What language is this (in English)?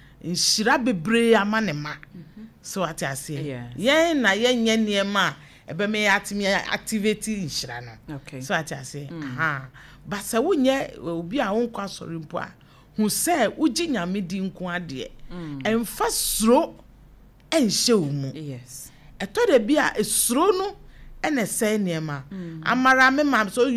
Akan